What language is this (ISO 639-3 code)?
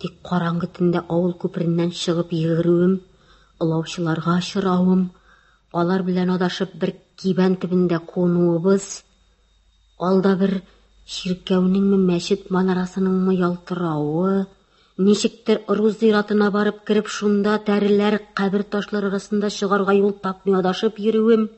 tat